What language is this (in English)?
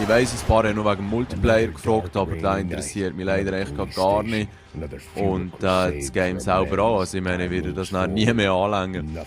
Swiss German